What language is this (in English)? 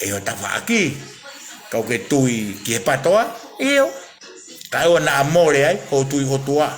Tongan